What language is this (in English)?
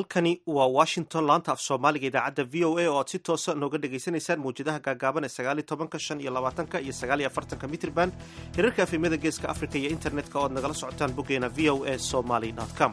Somali